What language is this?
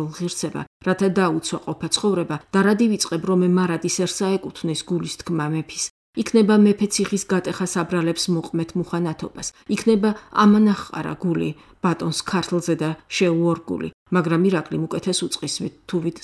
Georgian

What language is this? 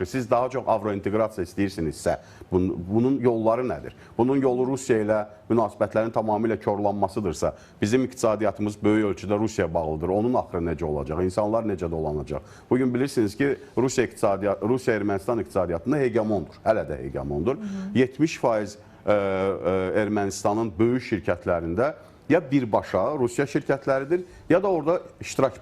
Azerbaijani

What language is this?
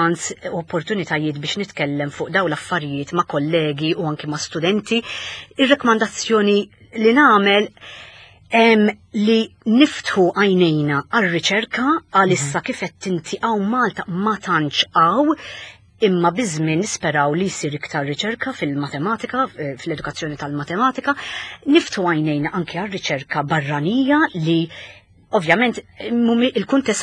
Maltese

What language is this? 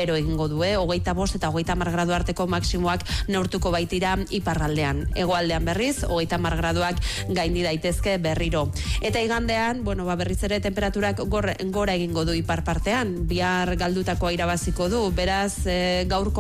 Basque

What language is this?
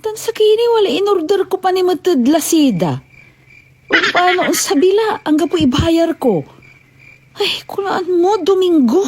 Pangasinan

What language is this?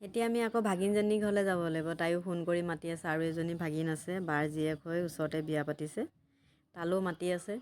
Assamese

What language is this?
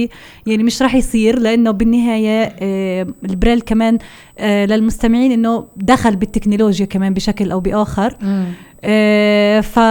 North Levantine Arabic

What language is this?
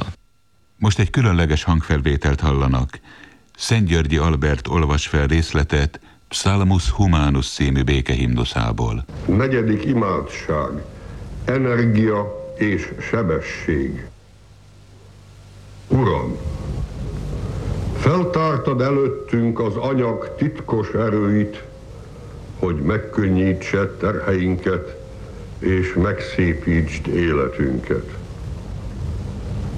Hungarian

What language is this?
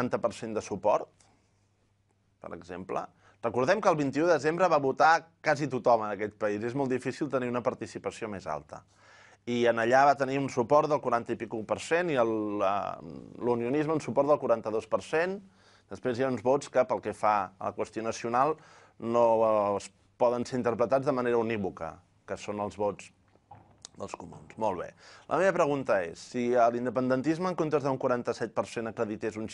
Catalan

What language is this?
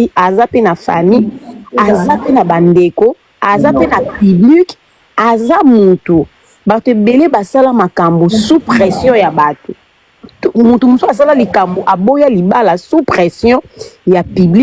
Lingala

